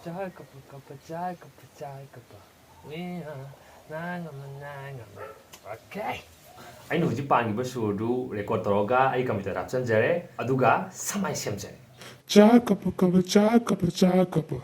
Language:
Manipuri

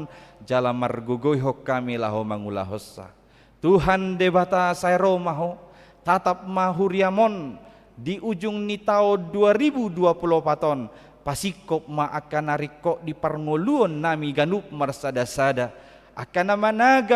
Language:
Batak Toba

